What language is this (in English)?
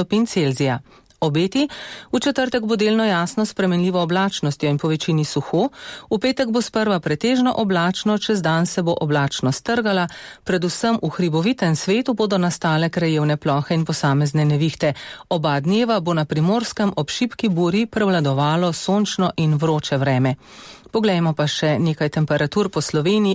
Slovenian